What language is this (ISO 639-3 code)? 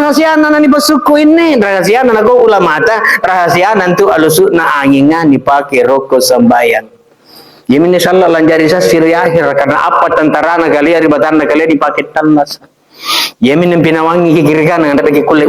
mak